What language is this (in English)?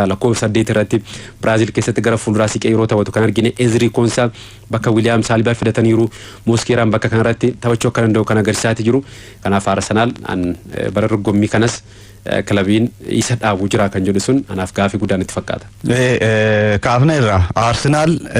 Oromo